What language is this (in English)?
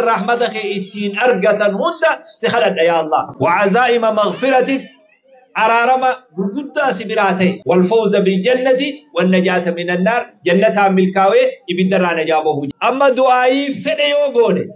Oromo